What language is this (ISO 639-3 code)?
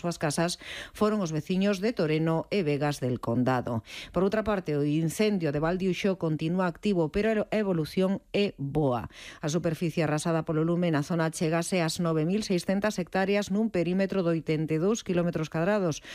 glg